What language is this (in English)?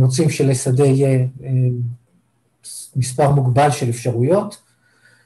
Hebrew